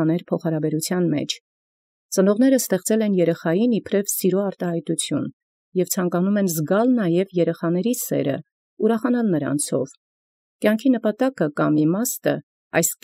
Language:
Armenian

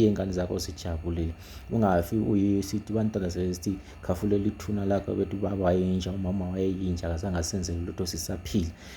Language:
Zulu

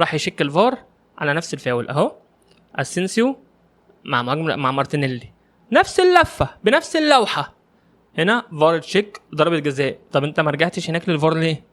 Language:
Egyptian Arabic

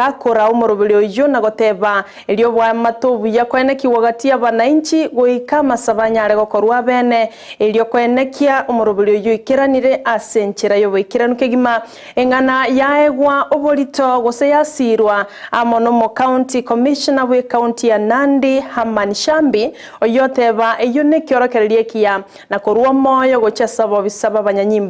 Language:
Gusii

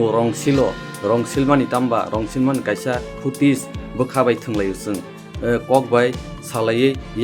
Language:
Kok Borok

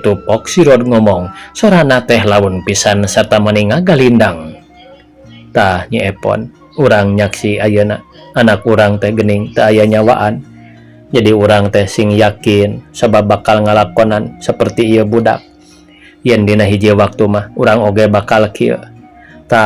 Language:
Sundanese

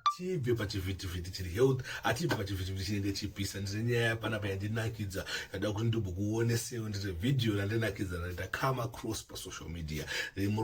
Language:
Shona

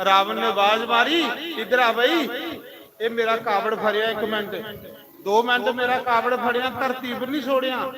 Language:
Dogri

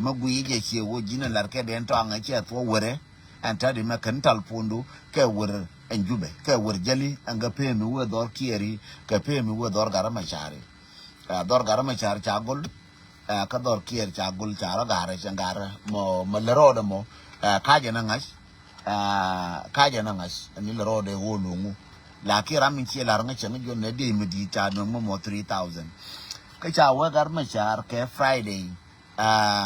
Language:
Nuer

